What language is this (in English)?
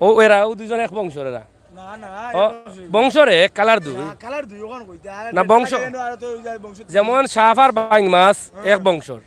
Sylheti